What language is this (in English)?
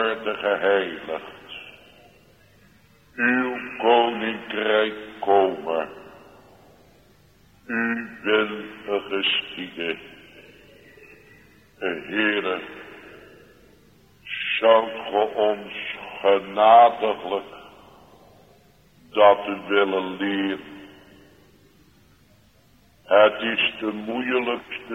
Dutch